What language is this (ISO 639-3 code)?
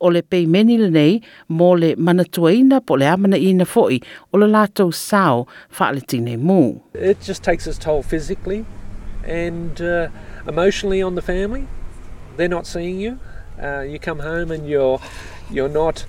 smo